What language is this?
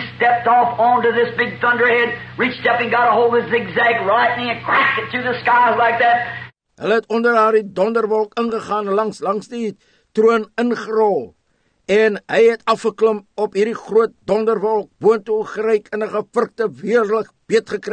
Afrikaans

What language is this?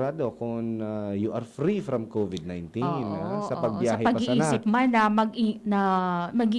Bikol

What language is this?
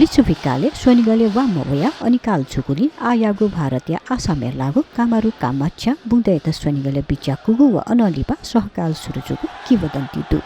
Newari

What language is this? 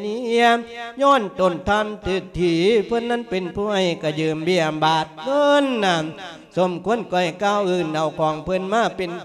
Lao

